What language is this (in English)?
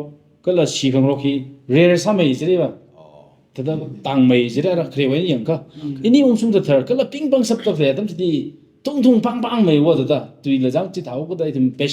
Tangkhul Naga (India)